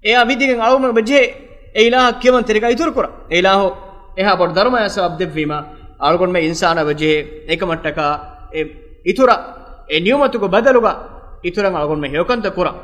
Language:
Divehi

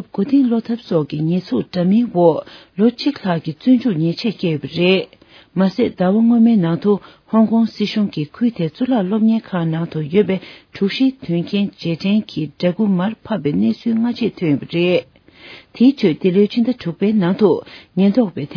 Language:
Tibetan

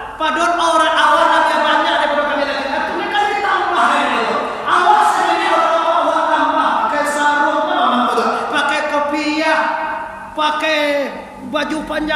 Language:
Minangkabau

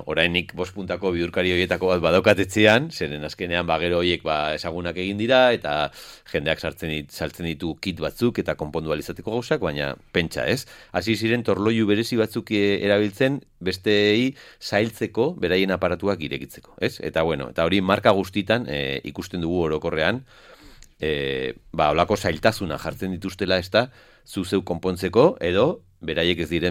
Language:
Basque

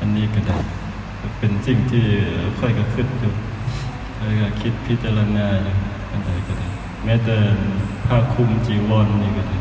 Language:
Lao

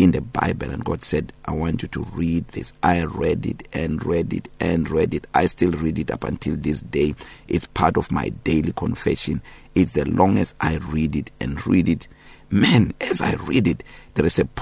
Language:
English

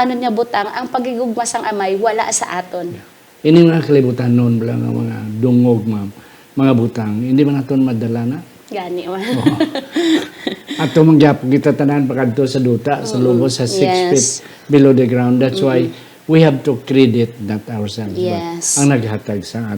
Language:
Hiligaynon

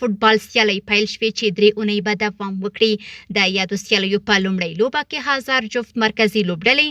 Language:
Pashto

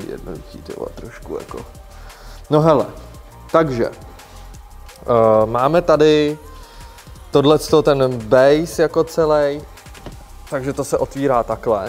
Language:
Czech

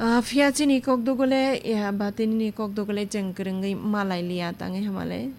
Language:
Kok Borok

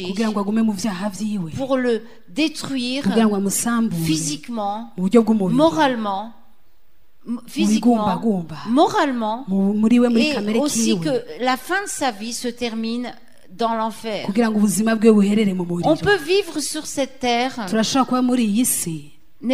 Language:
French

